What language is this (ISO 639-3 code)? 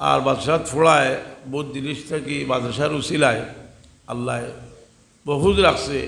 syl